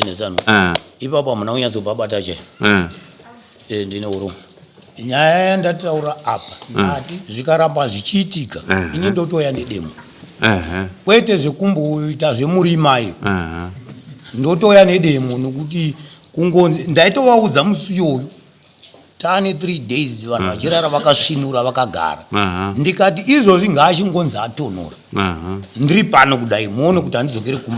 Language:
Shona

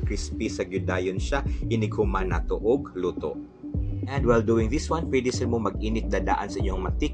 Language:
Cebuano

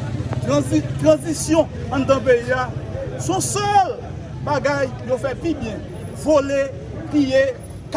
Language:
Haitian Creole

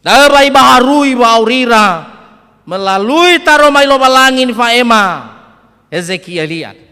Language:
Nias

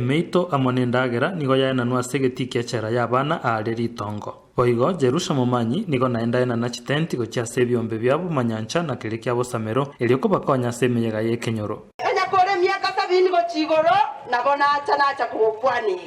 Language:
Gusii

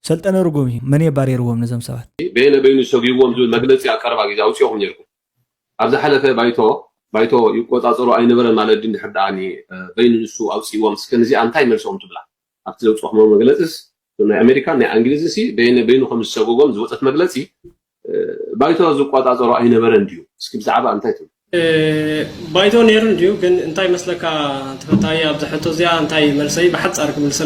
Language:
Tigrinya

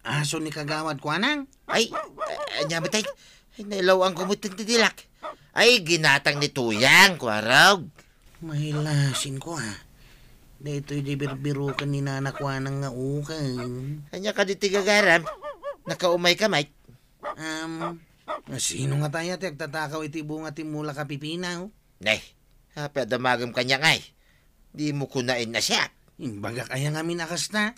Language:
Iloko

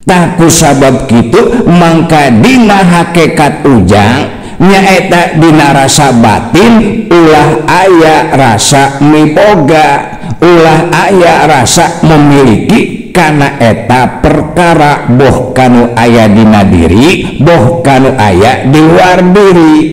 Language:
Sundanese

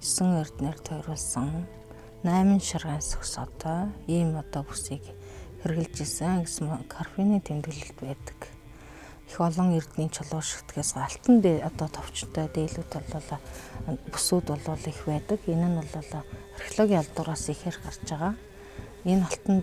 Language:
Mongolian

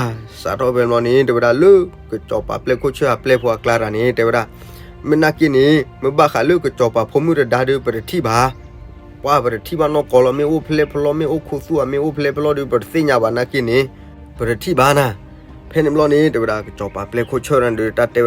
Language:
S'gaw Karen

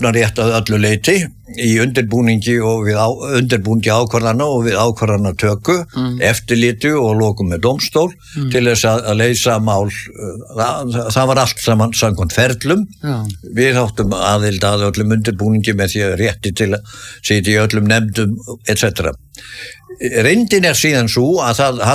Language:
Icelandic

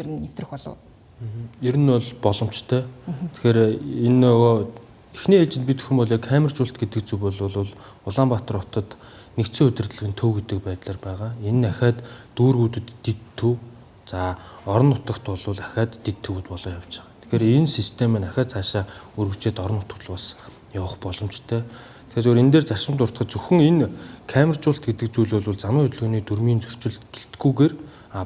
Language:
Mongolian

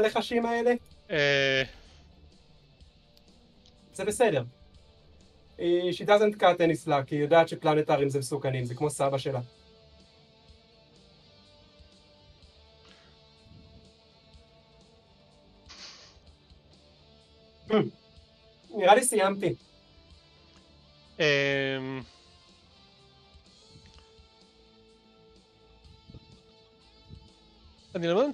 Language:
Hebrew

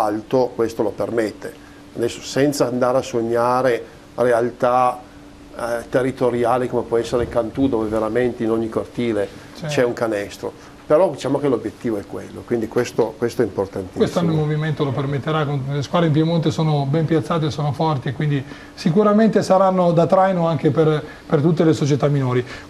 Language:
Italian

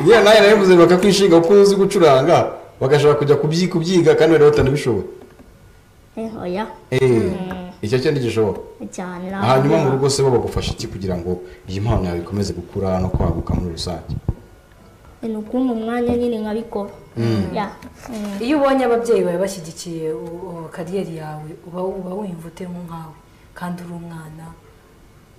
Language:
Kinyarwanda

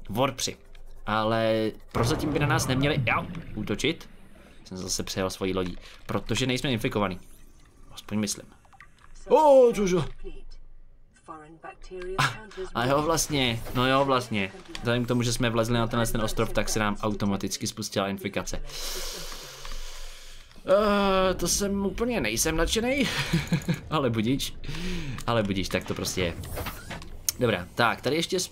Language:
Czech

